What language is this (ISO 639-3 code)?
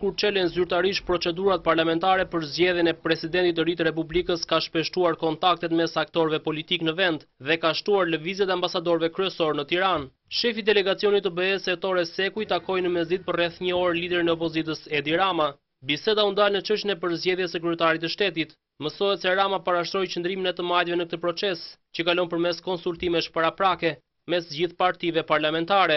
sqi